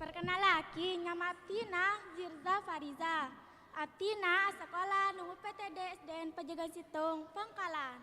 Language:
Madurese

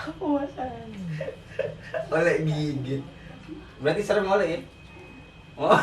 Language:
Betawi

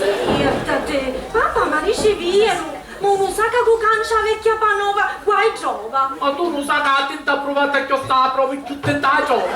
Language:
Sicilian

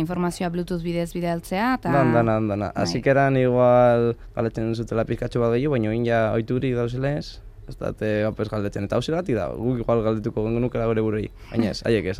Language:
Basque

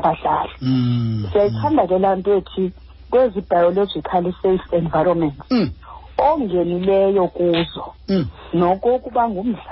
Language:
Xhosa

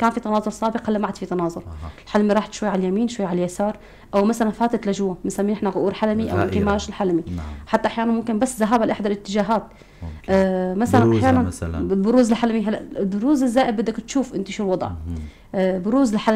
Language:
North Levantine Arabic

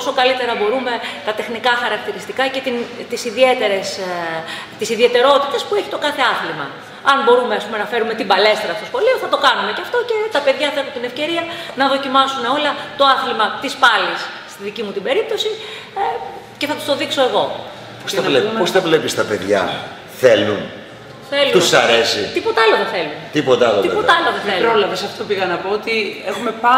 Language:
Greek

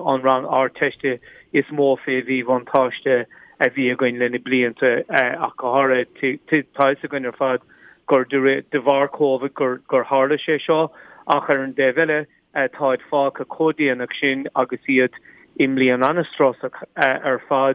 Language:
Irish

